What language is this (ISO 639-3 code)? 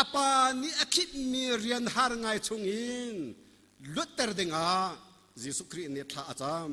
cnh